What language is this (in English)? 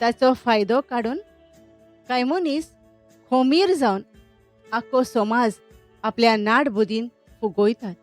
Konkani